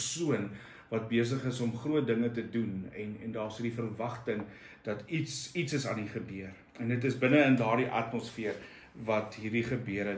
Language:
Afrikaans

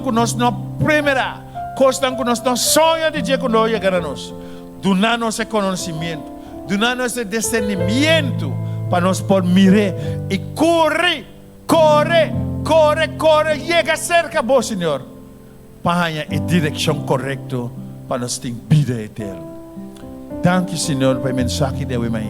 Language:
Papiamento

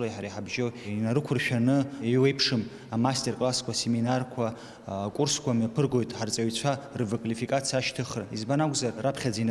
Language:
Abkhazian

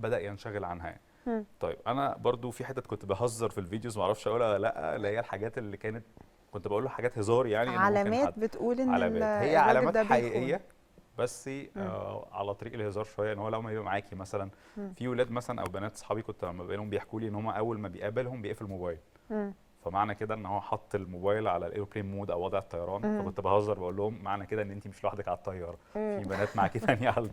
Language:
Egyptian Arabic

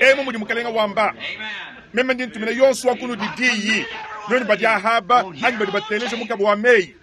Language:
Luba-Lulua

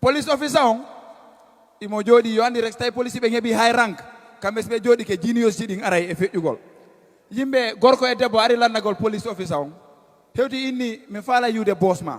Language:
Fula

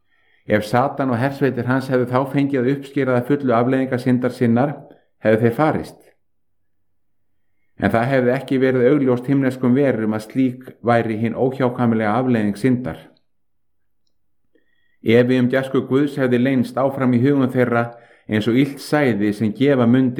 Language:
Icelandic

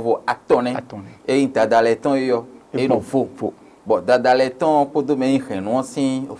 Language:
Fon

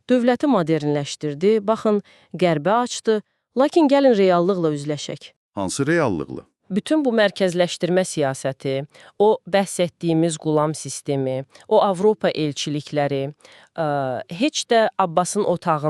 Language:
Azerbaijani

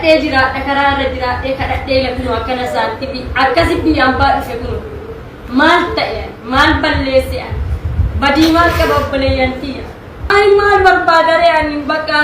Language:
Oromo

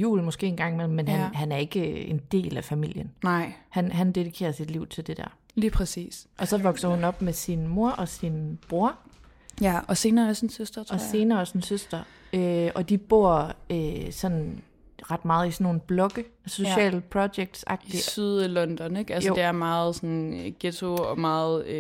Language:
Danish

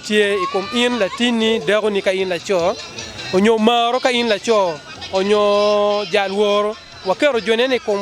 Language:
Acoli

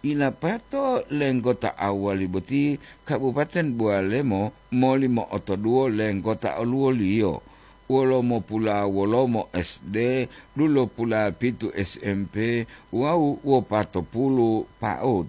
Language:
Gorontalo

